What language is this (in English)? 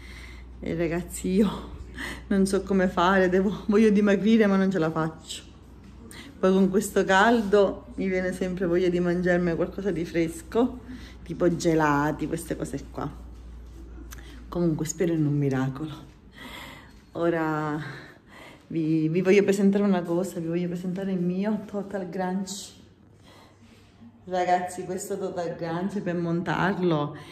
Italian